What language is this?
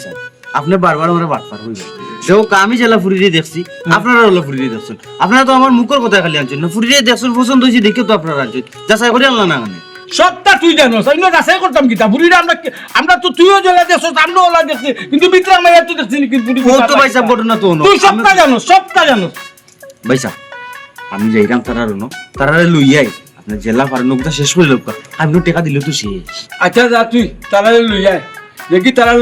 Sylheti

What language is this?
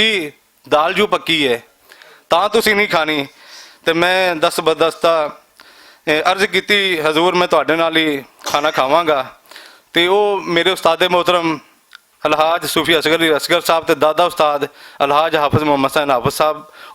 Western Panjabi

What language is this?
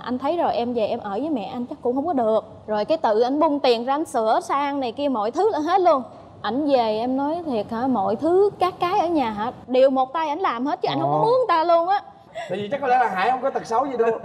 Vietnamese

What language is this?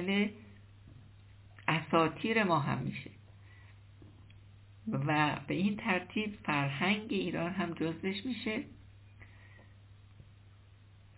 Persian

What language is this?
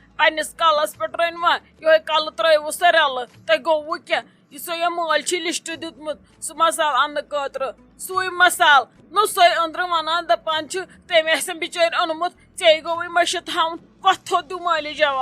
Kashmiri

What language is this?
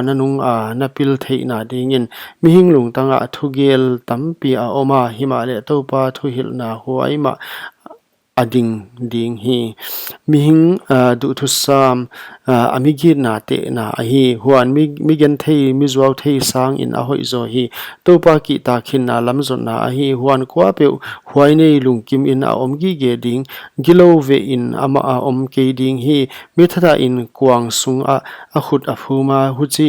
Paite Chin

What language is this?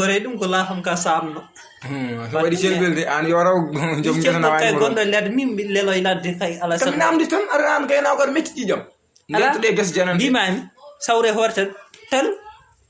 Fula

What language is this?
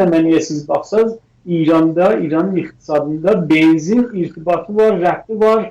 South Azerbaijani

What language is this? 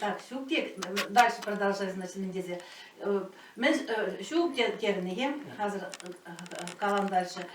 Chuvash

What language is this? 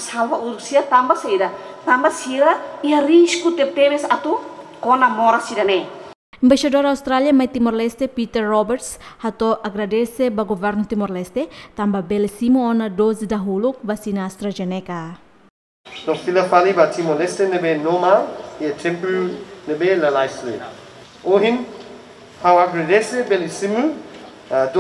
Tetum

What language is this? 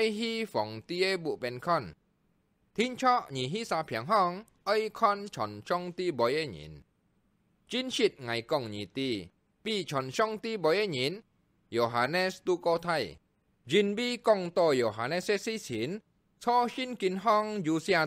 Hakka Chinese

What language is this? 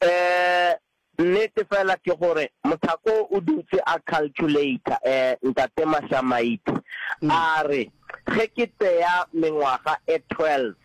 Northern Sotho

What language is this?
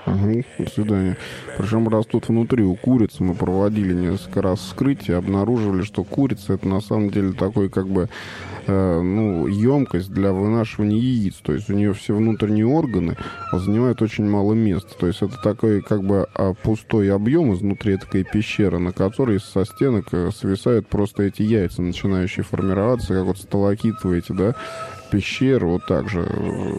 Russian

